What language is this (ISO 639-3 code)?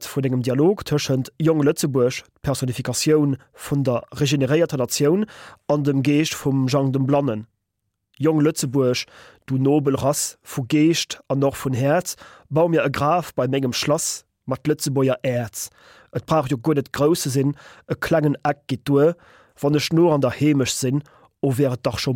ltz